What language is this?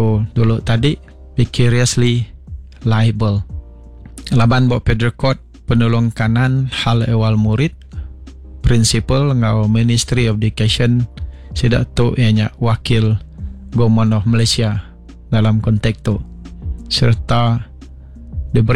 Iban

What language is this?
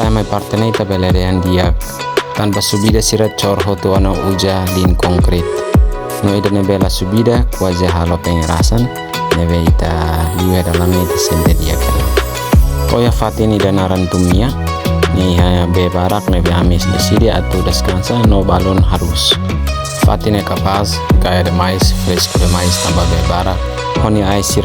Tetum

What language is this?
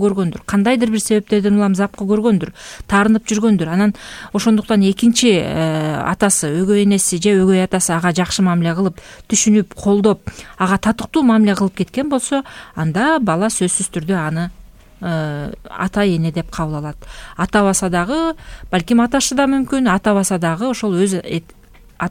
Kyrgyz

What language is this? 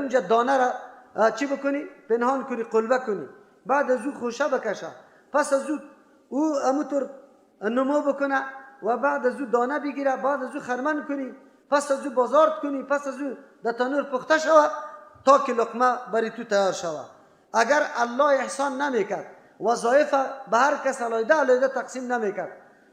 Persian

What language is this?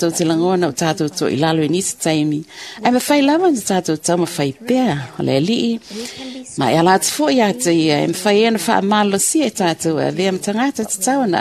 Samoan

